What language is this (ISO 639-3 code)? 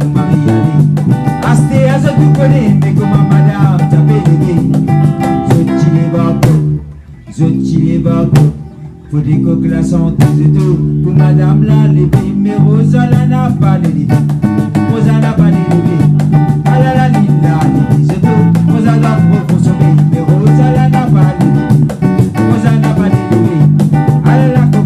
rcf